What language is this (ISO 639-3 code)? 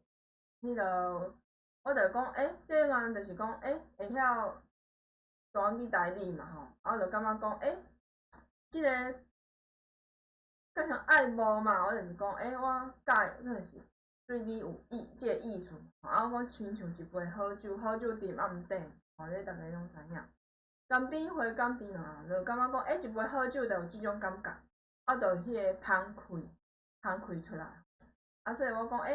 nan